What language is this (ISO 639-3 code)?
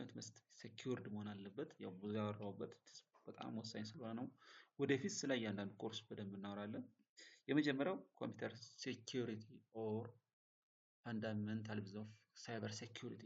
amh